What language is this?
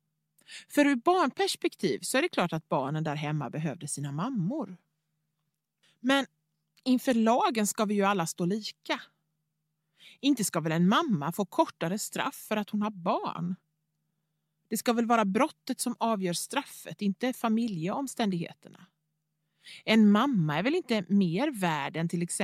Swedish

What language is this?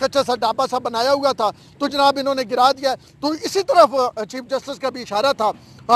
Urdu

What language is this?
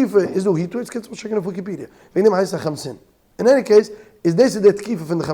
Yiddish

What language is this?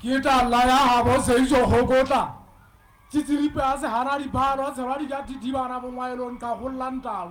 Southern Sotho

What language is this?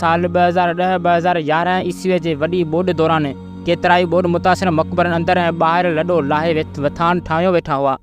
Sindhi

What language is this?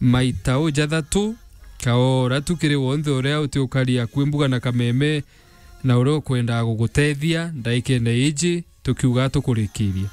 Meru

